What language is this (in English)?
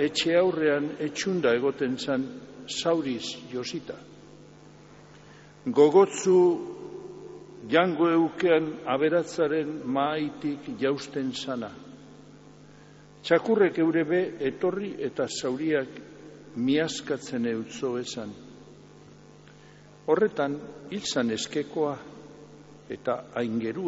Basque